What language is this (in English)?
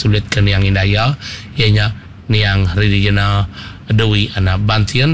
Iban